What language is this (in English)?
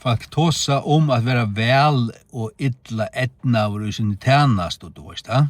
Faroese